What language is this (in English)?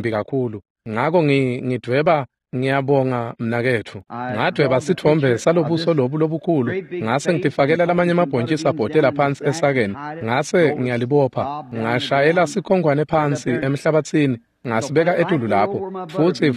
Swati